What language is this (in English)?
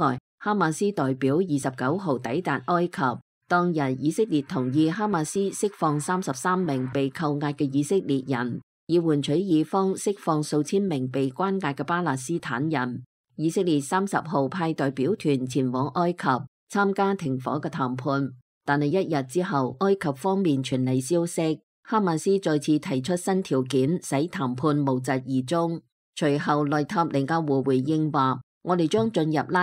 Cantonese